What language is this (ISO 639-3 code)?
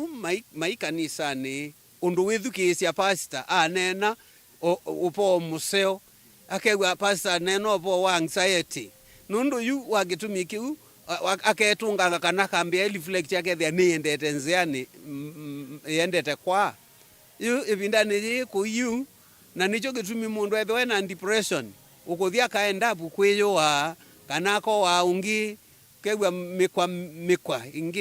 kam